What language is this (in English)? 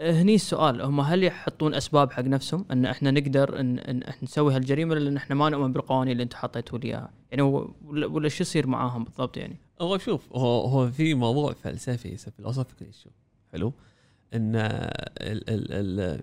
Gulf Arabic